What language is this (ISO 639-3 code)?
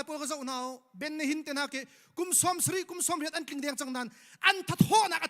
cnh